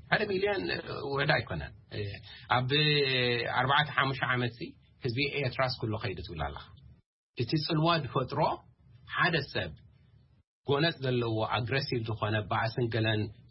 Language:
Tigrinya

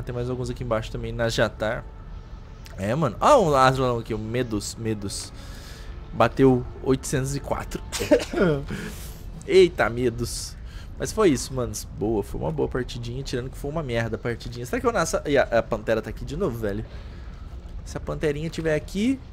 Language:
Portuguese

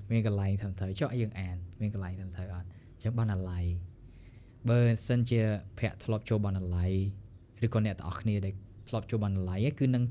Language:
Khmer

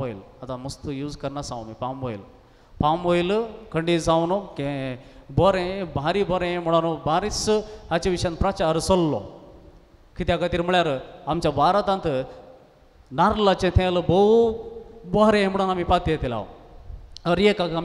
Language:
Konkani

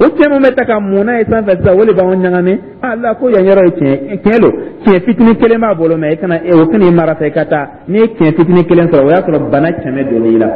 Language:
Dyula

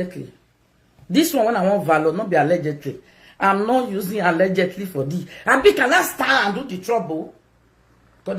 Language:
Nigerian Pidgin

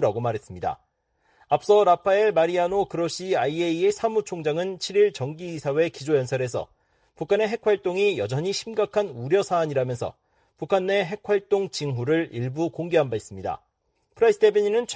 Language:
Korean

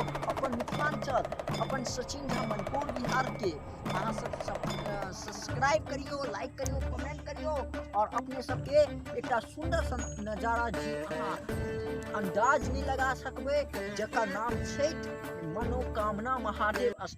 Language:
Maithili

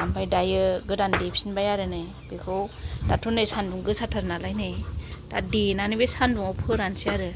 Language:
Bodo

